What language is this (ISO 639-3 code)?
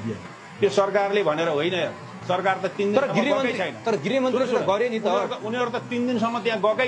nep